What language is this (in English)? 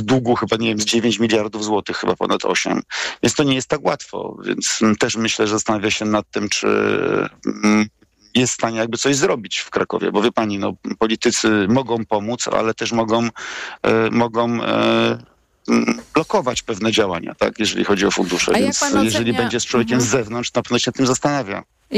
Polish